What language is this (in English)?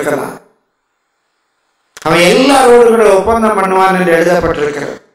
Tamil